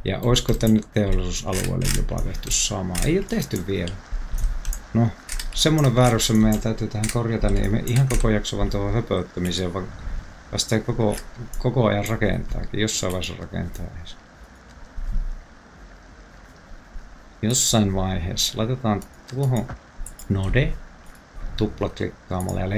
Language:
Finnish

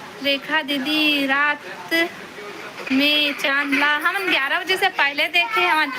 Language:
Chhattisgarhi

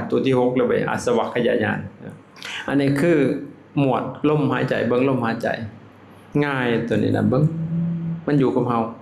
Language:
Lao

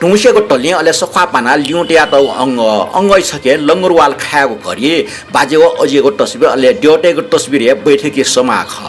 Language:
Newari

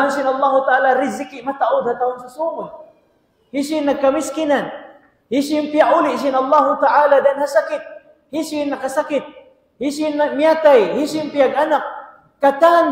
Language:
Tausug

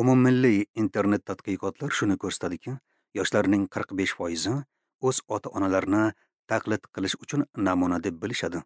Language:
Uzbek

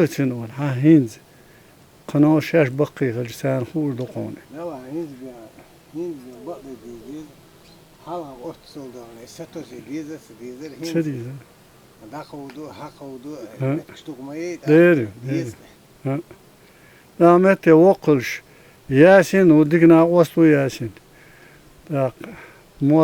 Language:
Chechen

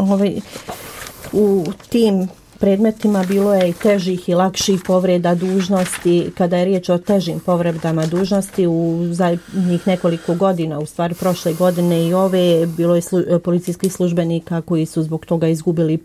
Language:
Bosnian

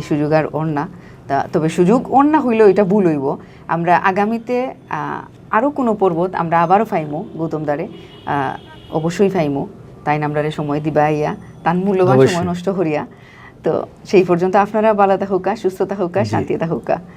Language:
Sylheti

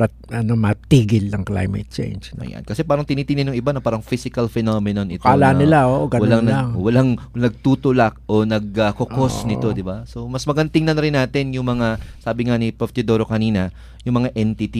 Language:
Filipino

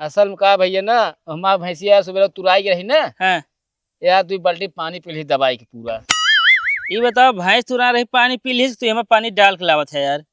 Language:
Awadhi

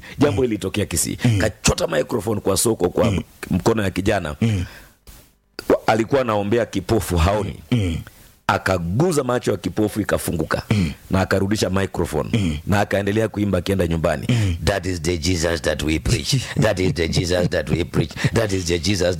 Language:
Swahili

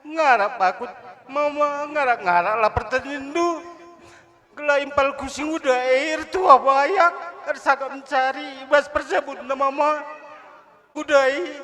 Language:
Batak Karo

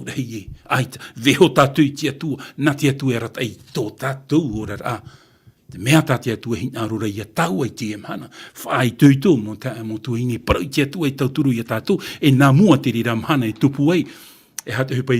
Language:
Tahitian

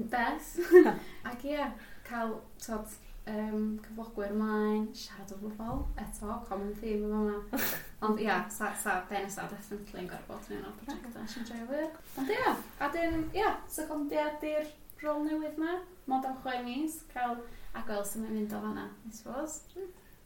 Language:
Welsh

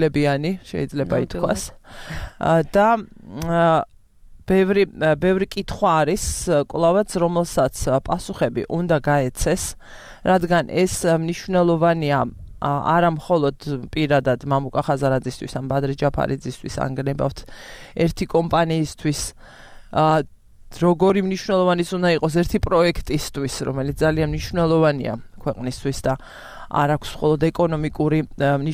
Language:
Georgian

